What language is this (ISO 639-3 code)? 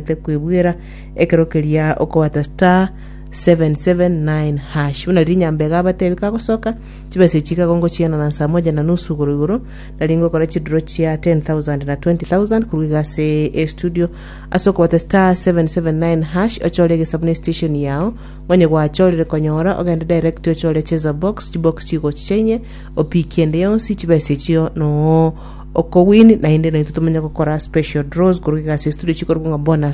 guz